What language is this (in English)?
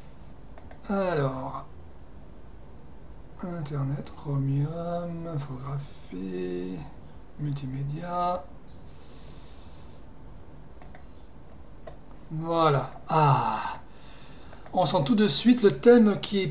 French